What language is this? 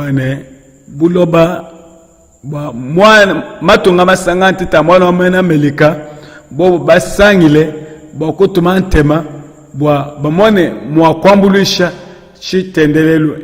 Luba-Lulua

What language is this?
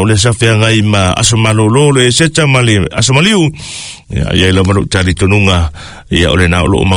Samoan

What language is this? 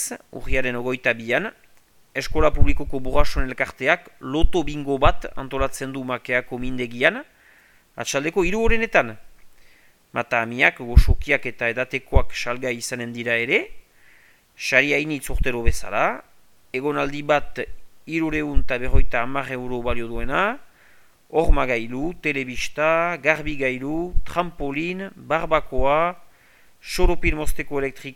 Basque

